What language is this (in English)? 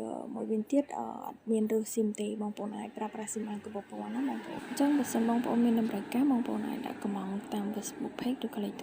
Khmer